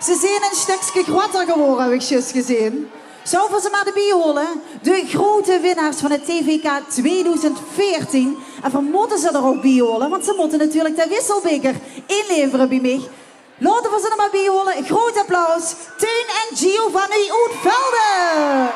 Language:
Limburgish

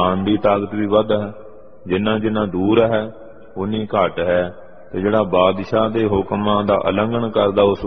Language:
Punjabi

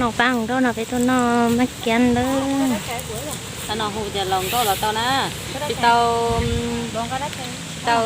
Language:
Hmong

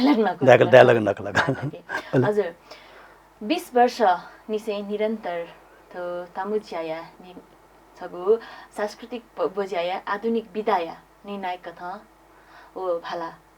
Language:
Newari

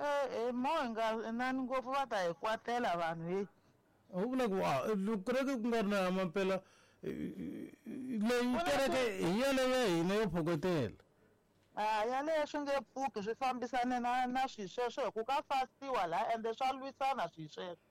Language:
Tsonga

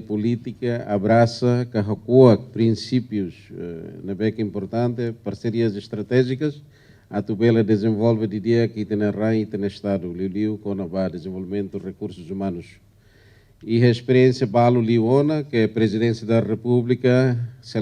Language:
Tetum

